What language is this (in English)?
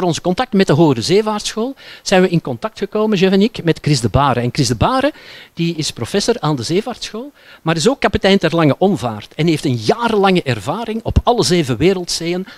Dutch